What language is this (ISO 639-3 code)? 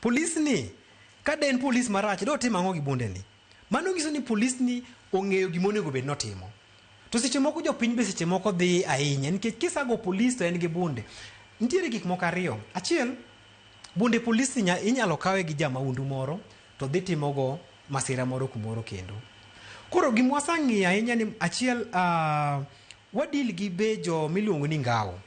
luo